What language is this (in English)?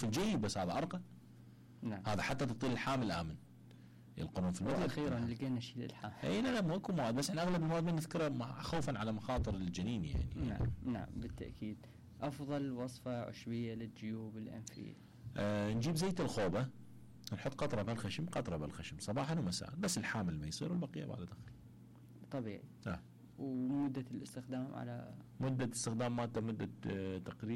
Mesopotamian Arabic